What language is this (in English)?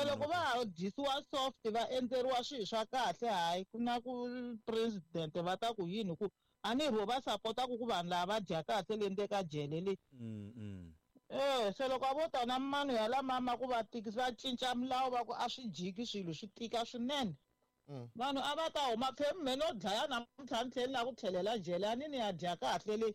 Tsonga